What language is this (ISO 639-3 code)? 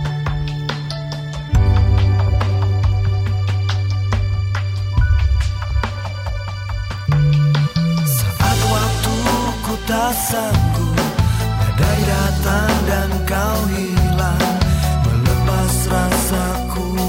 ind